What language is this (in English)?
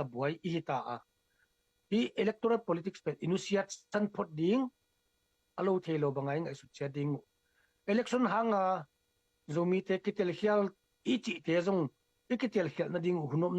Tedim Chin